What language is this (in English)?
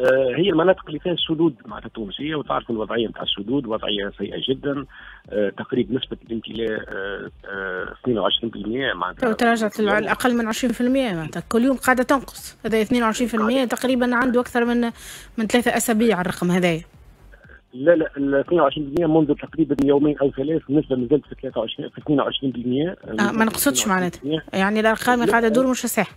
Tunisian Arabic